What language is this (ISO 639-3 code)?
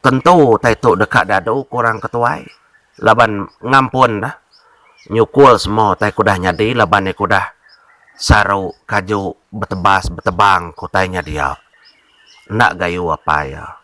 iba